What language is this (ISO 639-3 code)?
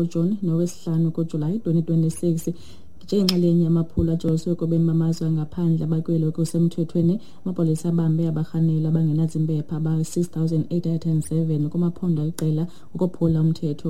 xho